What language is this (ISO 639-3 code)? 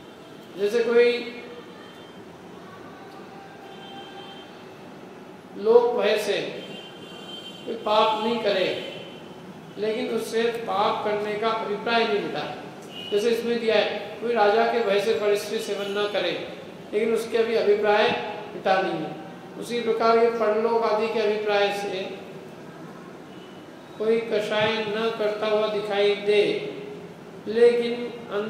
hin